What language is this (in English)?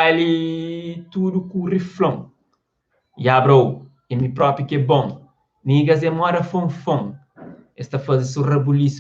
Kabuverdianu